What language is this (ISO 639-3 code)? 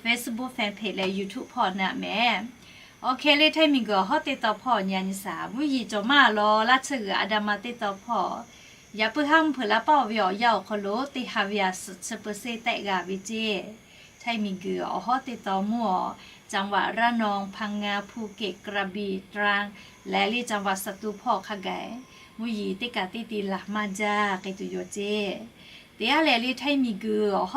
lhu